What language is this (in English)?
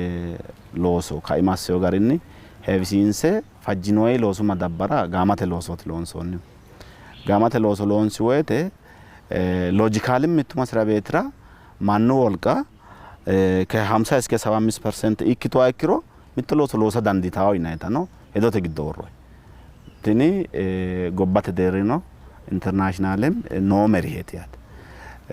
Sidamo